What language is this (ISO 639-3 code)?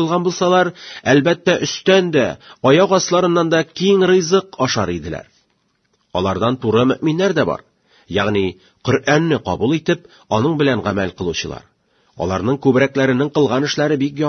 tat